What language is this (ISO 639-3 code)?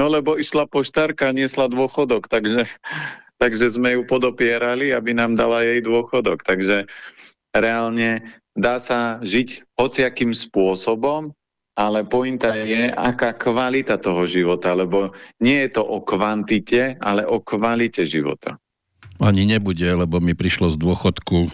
slk